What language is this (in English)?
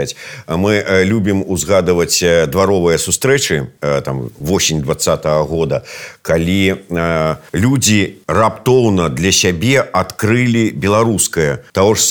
Belarusian